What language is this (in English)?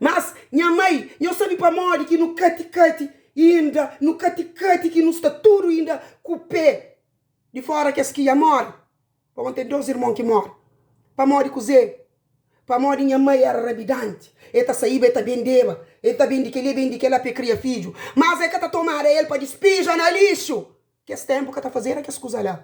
Kabuverdianu